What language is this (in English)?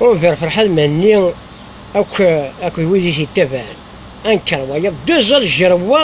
Kabyle